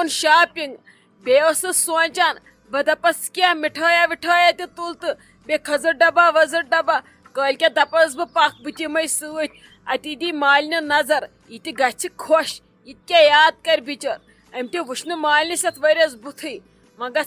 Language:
Kashmiri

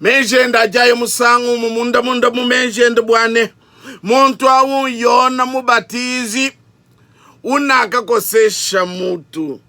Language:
Luba-Lulua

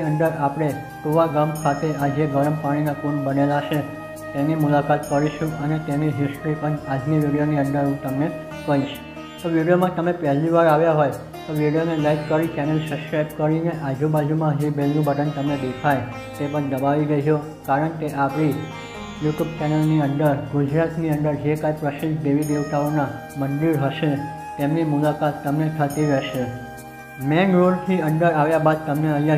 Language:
Gujarati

